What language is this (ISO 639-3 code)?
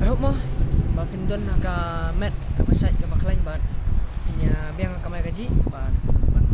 kha